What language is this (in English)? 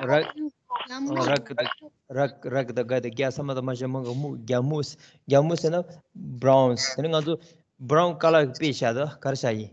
Tibetan